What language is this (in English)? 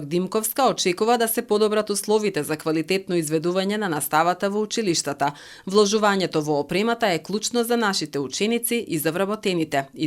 Macedonian